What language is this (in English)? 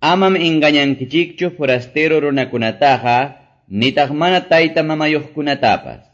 Quechua